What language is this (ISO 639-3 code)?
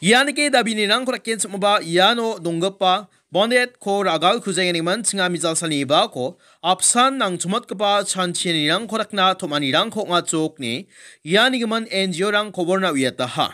grt